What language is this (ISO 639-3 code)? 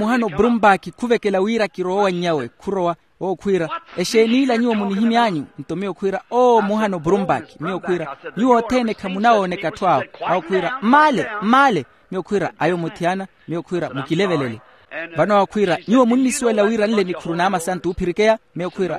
vmw